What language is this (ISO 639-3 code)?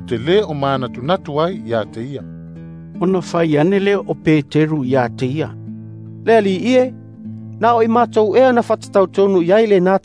smo